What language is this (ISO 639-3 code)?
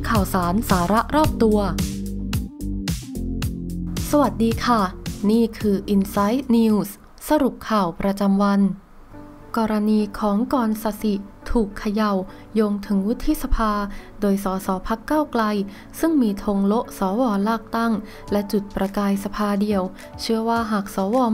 tha